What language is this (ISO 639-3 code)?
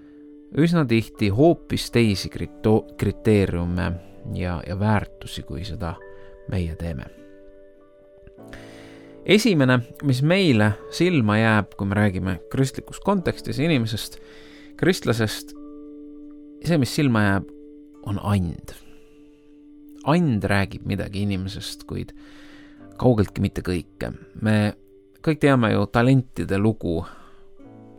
est